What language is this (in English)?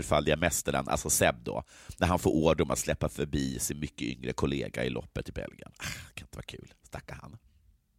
Swedish